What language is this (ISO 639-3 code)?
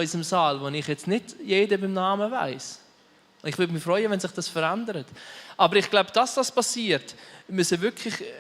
gsw